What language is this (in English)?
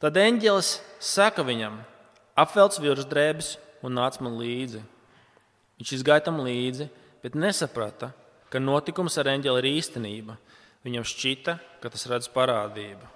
Latvian